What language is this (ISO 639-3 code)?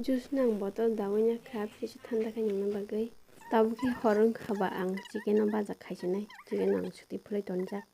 trp